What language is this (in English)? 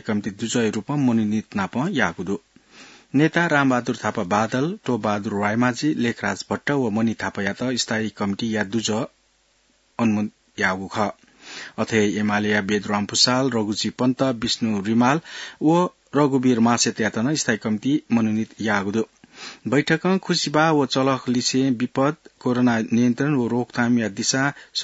Newari